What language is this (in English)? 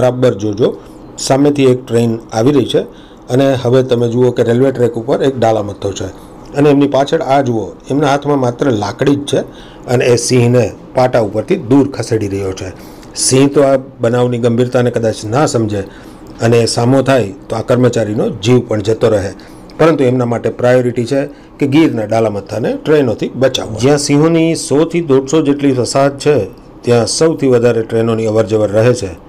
Gujarati